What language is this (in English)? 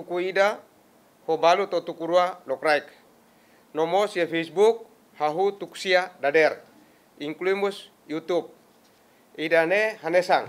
Tetum